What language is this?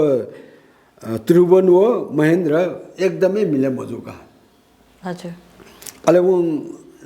Newari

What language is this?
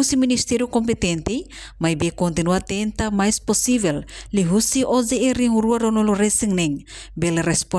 Tetum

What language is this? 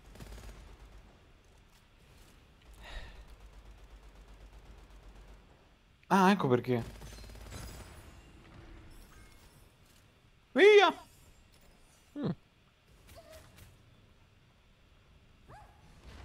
Italian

